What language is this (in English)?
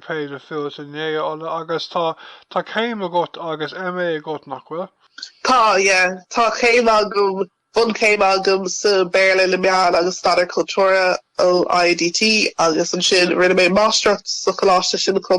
Irish